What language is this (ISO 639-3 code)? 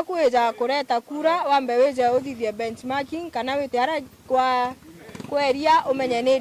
mer